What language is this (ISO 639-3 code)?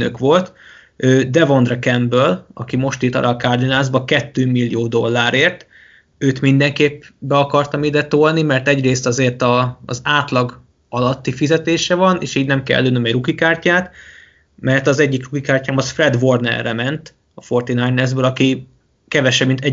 hun